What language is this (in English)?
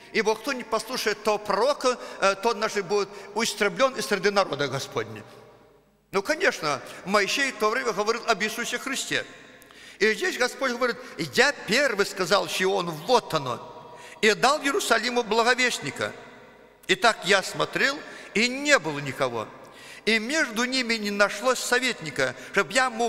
Russian